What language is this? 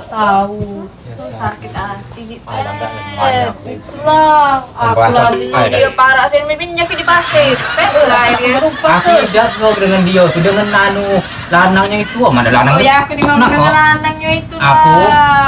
Musi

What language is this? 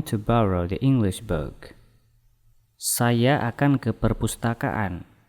Indonesian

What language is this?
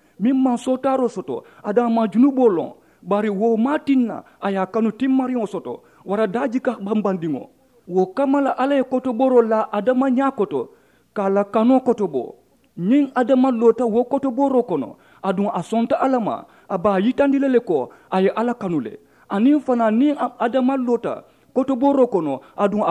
Mandingo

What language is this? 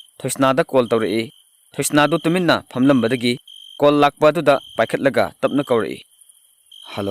Manipuri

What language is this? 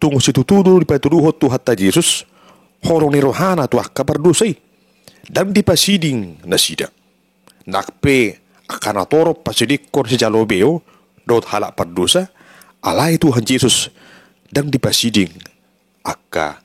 Batak Toba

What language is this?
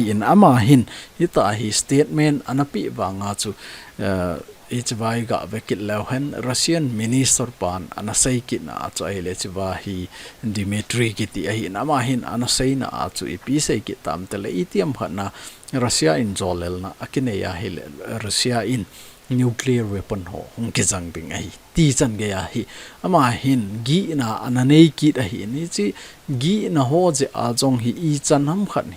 Thado Chin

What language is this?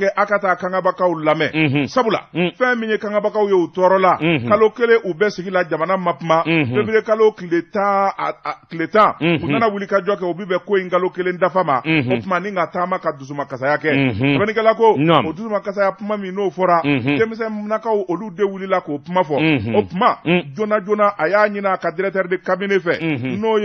Bambara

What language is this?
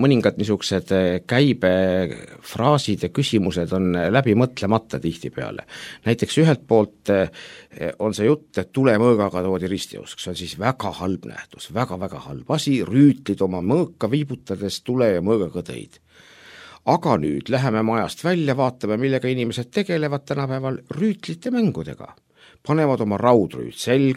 Estonian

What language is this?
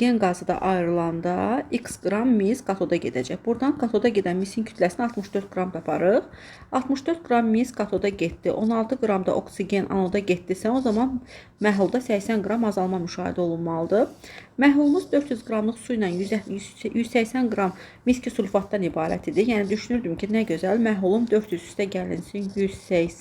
Azerbaijani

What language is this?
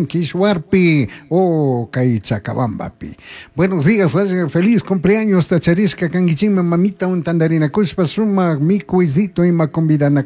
Chimborazo Highland Quichua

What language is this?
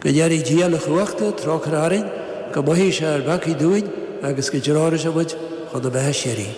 Irish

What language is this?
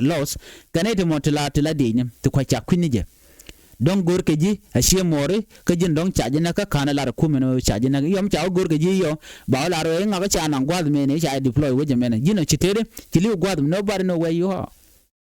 Nuer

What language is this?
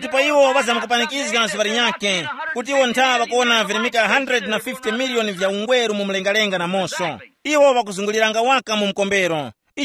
Tumbuka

